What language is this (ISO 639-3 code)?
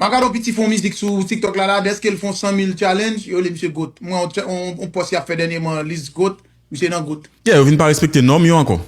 hat